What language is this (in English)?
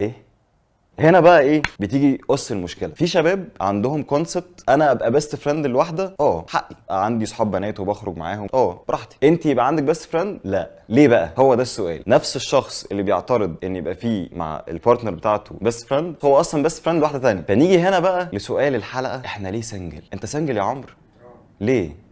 Egyptian Arabic